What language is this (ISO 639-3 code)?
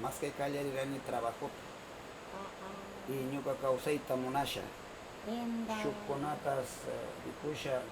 qvz